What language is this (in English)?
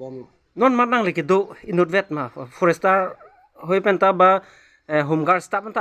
Karbi